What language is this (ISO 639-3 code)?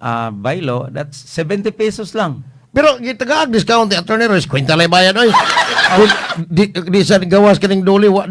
ceb